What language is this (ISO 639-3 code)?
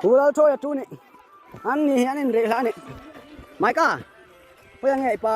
hmr